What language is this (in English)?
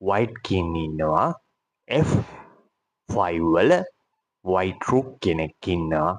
Sinhala